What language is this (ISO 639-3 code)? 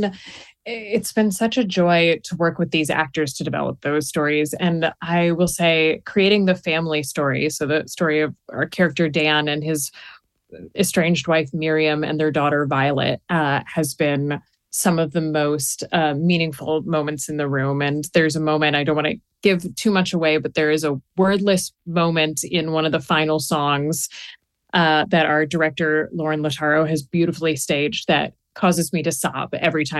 eng